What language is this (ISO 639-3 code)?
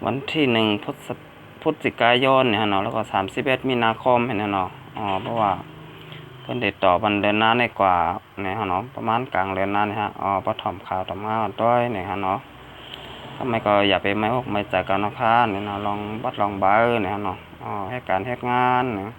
shn